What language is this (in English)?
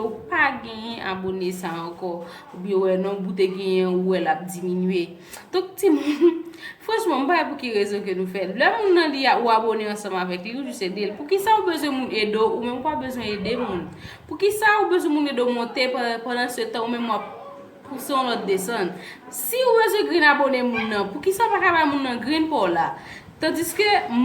Haitian Creole